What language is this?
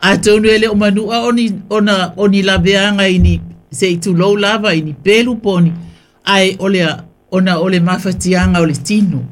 Samoan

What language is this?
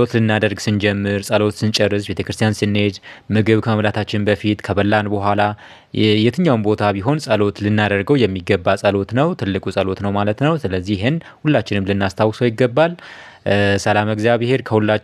Amharic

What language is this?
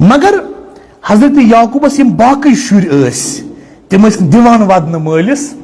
Kashmiri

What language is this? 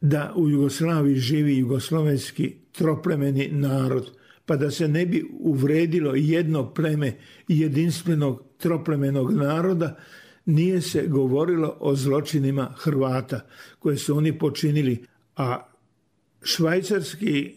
Serbian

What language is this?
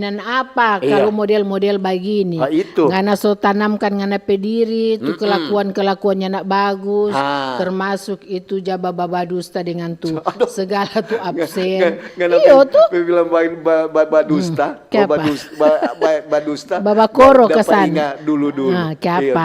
Manado Malay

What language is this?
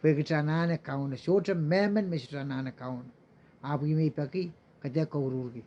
Pohnpeian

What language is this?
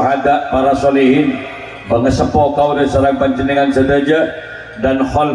Madurese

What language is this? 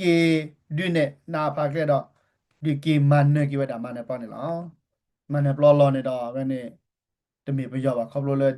S'gaw Karen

